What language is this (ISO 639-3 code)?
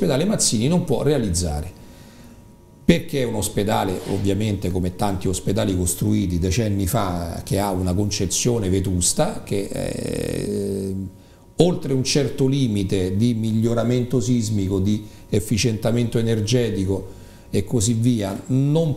ita